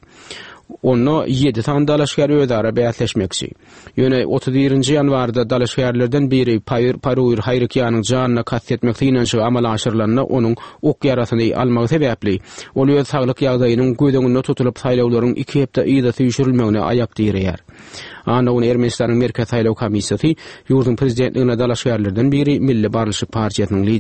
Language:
Turkmen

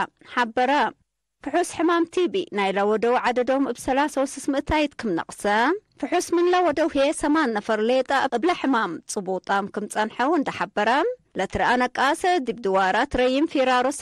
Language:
Tigre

